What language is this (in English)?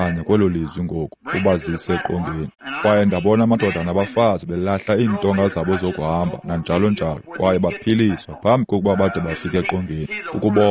Xhosa